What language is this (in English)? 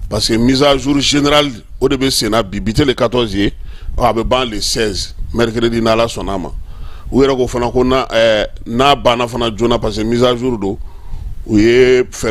Bambara